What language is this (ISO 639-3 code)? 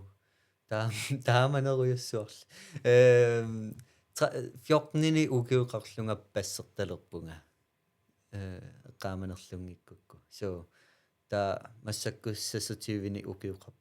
kal